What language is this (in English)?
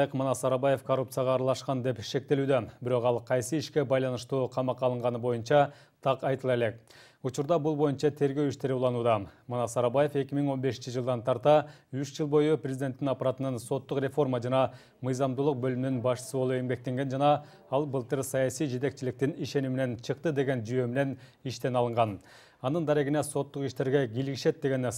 Kyrgyz